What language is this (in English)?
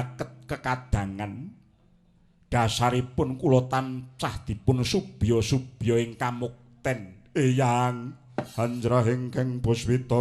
Javanese